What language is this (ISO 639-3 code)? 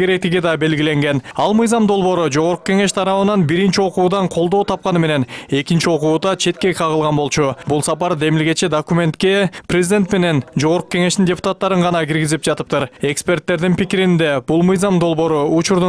kir